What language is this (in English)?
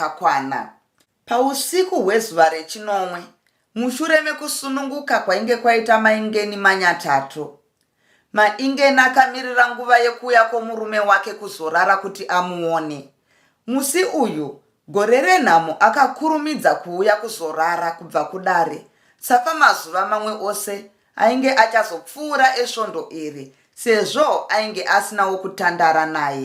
Shona